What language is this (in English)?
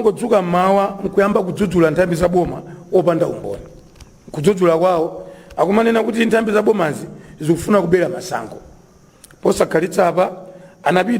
Nyanja